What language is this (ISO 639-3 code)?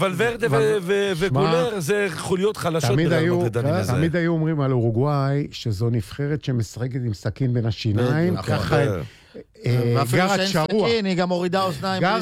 heb